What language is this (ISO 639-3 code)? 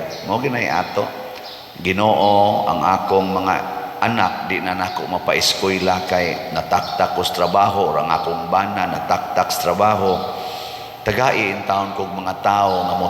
ceb